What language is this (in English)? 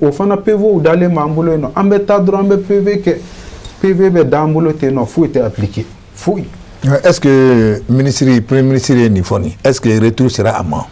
Bambara